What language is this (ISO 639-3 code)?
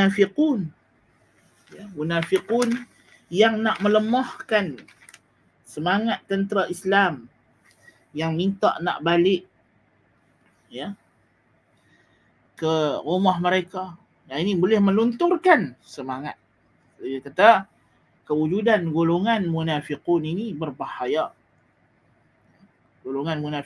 msa